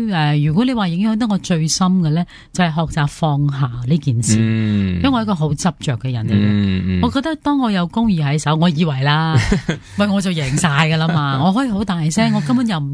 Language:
Cantonese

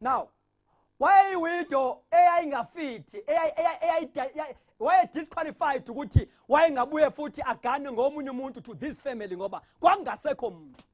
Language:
Zulu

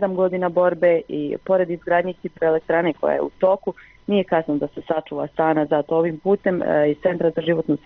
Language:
Bosnian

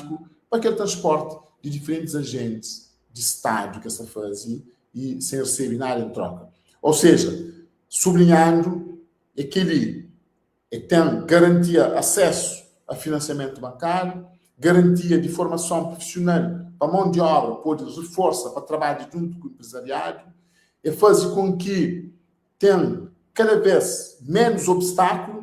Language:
Kabuverdianu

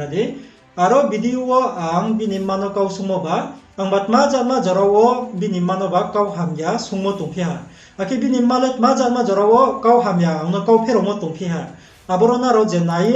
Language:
Riang (India)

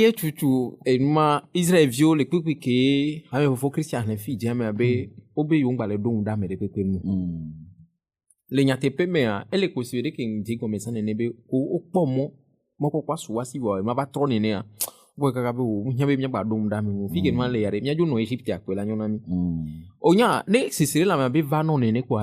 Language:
Ewe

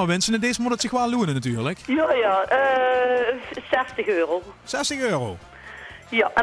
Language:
Limburgish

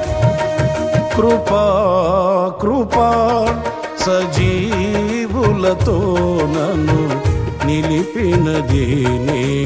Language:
Telugu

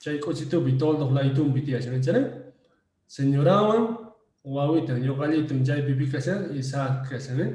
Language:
Quechua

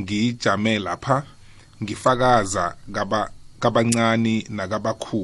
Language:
South Ndebele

